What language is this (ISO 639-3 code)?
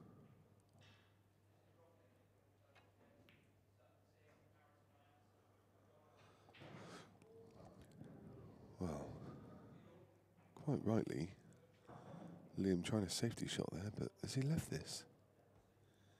eng